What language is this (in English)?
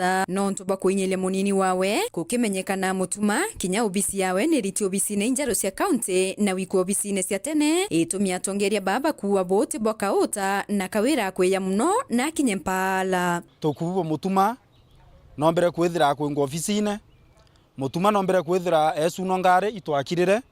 Meru